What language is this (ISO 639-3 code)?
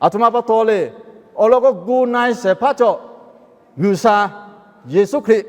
lhu